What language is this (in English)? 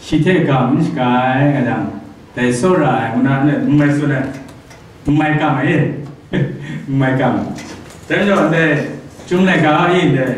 Kachin